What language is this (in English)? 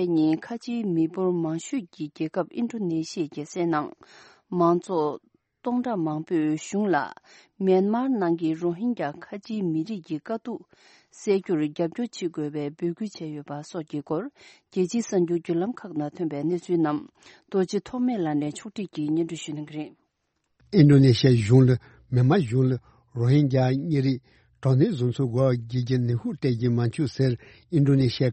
Tibetan